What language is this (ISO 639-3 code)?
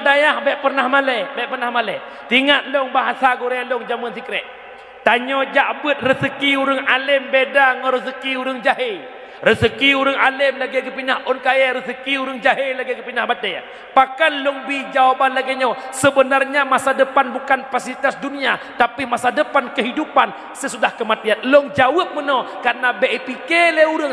ace